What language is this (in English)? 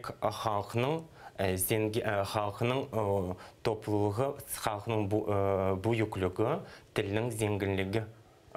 Crimean Tatar